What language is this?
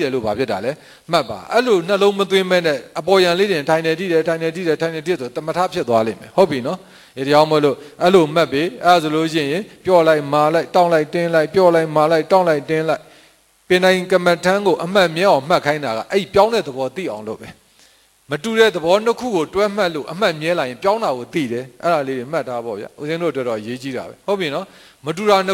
Burmese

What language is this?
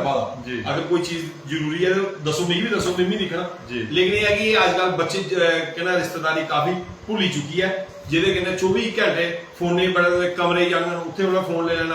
Dogri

